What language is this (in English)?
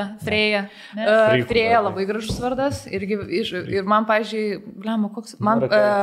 Lithuanian